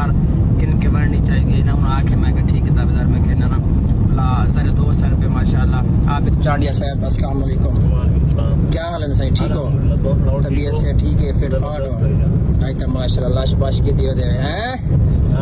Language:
Saraiki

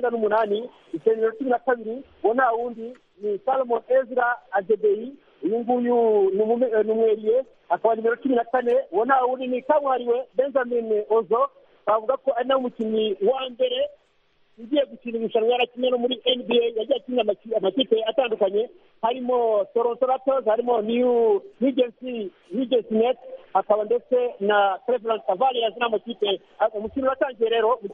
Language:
Kinyarwanda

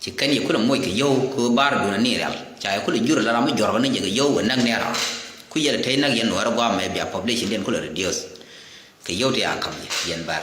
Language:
Nuer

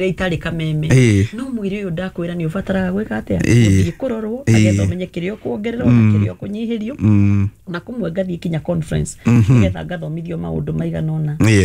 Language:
Kikuyu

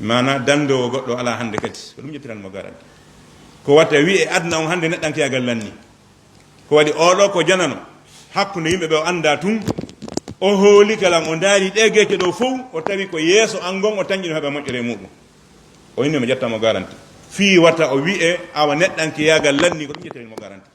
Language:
Fula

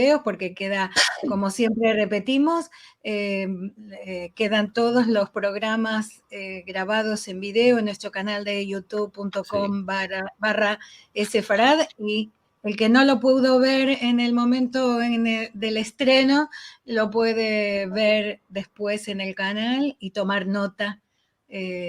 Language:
Ladino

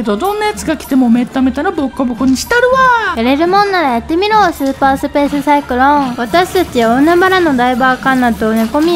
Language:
Japanese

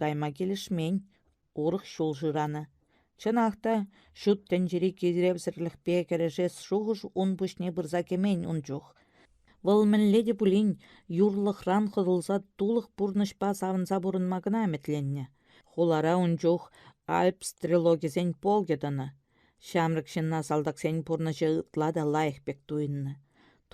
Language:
Chuvash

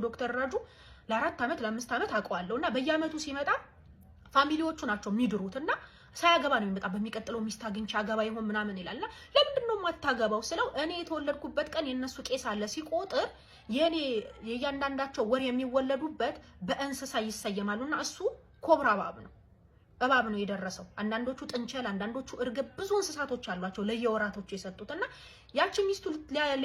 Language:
Amharic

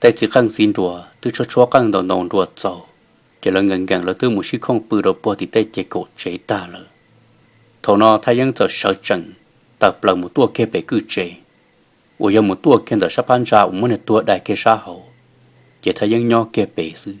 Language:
Hmong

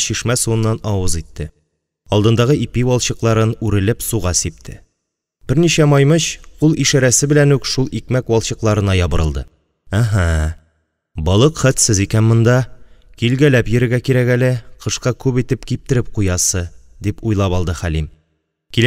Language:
Tatar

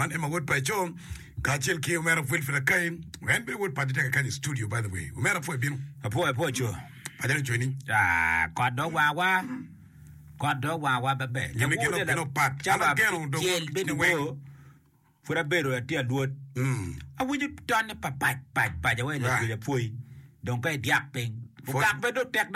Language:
Acoli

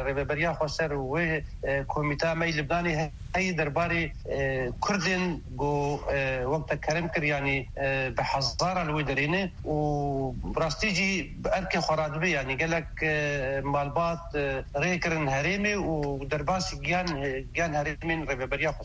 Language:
Kurdish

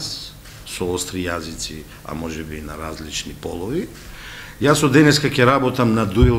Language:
Macedonian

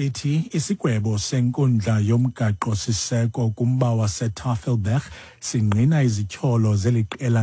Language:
Xhosa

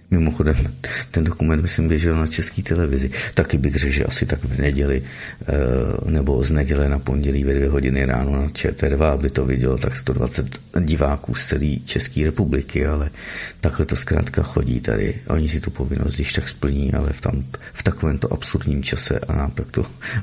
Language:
Czech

